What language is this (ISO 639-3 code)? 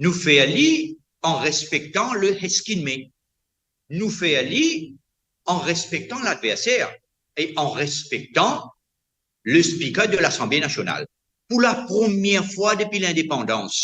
mfe